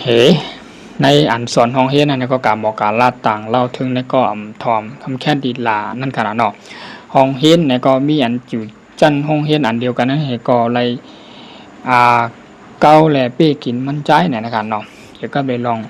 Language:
Shan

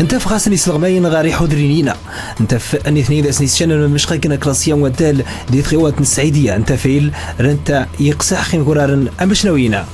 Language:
Moroccan Arabic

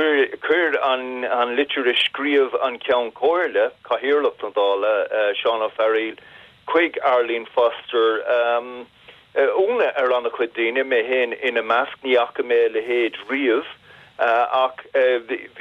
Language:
Irish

